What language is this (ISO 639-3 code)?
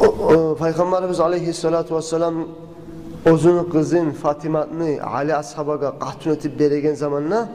kum